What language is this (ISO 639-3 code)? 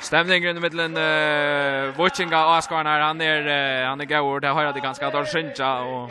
fao